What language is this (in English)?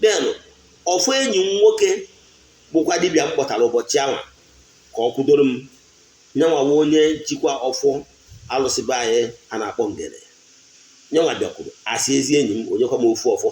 Igbo